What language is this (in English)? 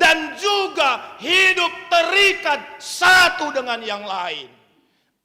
Batak Karo